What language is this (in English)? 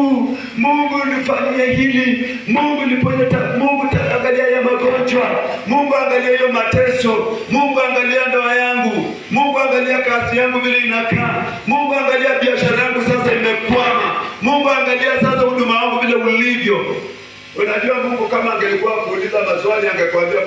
Swahili